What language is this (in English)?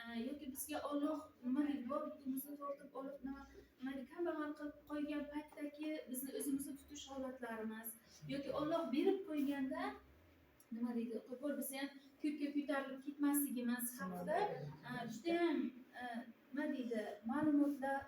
Uzbek